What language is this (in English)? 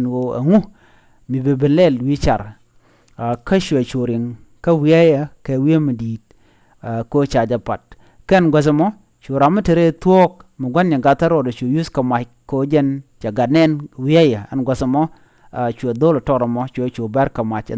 Nuer